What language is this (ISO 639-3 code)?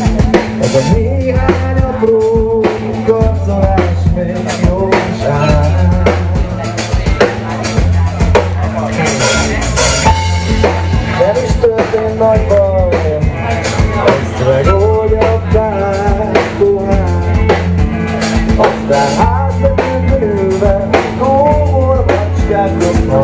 hun